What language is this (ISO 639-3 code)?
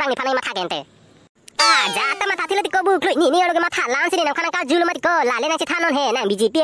mjw